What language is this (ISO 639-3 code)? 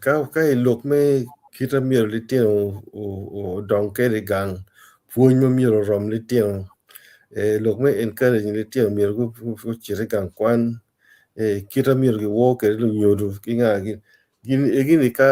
ach